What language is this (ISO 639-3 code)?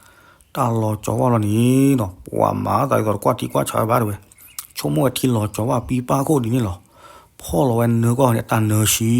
ksw